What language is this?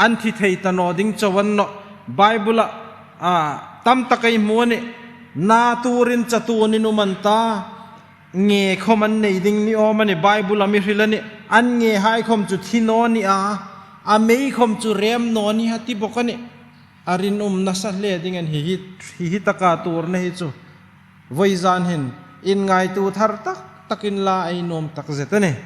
Hmar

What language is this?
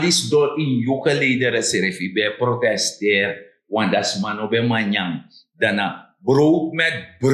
Sranan Tongo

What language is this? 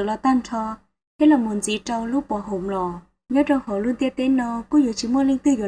Hmong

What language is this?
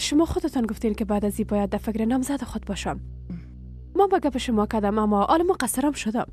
Persian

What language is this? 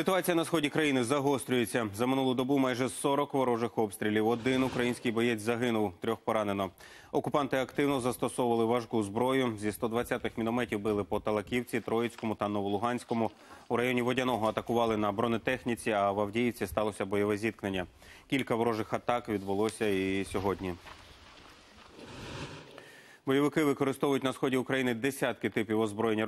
Ukrainian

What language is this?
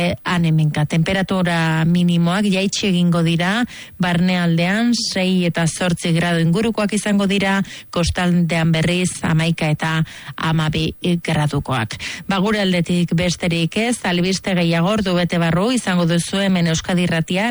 Basque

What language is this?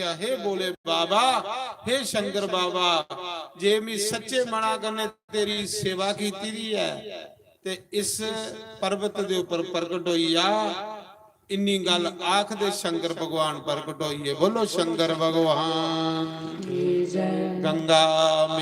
Dogri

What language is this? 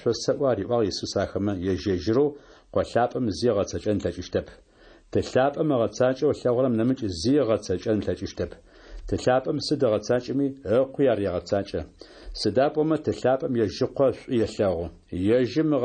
Adyghe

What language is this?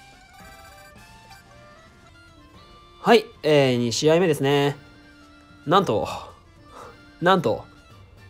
Japanese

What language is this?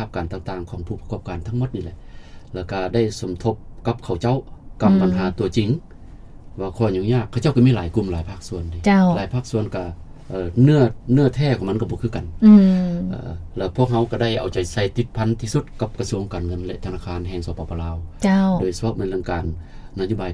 Lao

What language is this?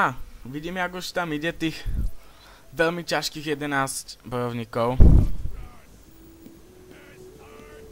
Slovak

